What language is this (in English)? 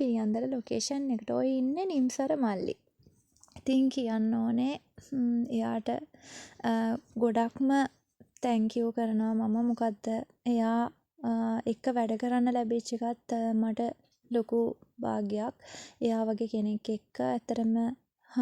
Sinhala